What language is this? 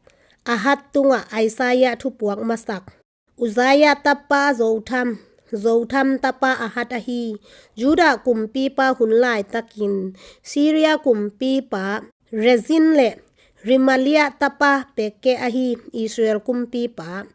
Tedim Chin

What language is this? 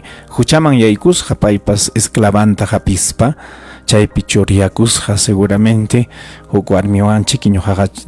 Ayacucho Quechua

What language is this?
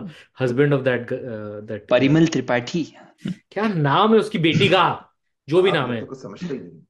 Hindi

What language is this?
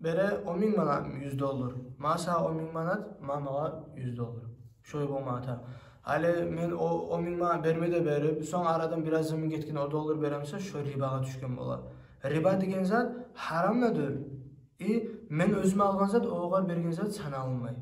Kumyk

